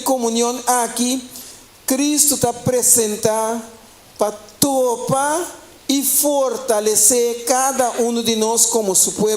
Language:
Papiamento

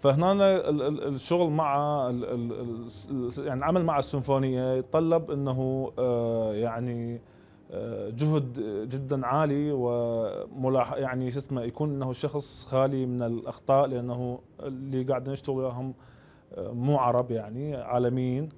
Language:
Mesopotamian Arabic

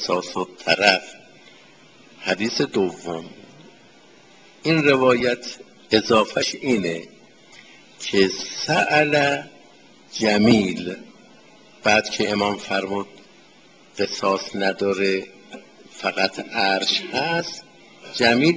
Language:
Persian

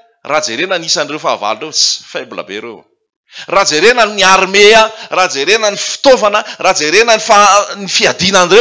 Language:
Malagasy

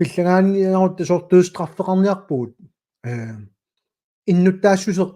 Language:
Kalaallisut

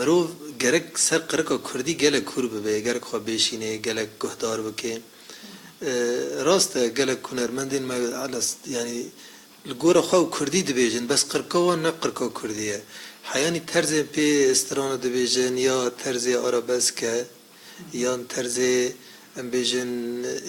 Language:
Kurdish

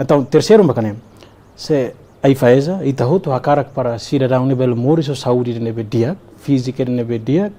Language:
Tetum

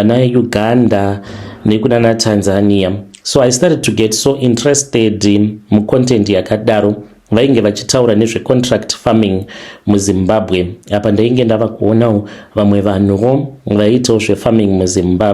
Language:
Shona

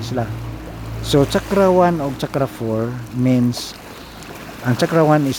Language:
Cebuano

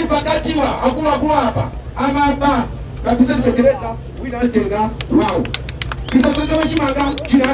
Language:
Nyanja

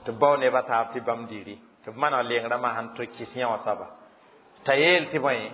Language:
Mossi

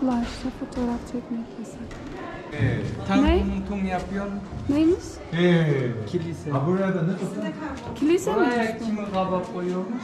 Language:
Turkmen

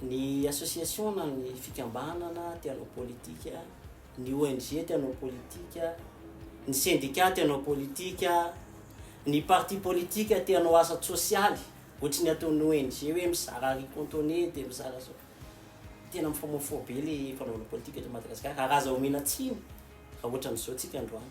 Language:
Malagasy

